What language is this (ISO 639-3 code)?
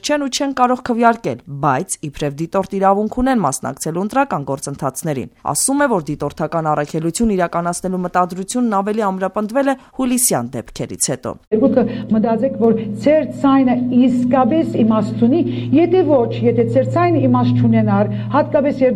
hye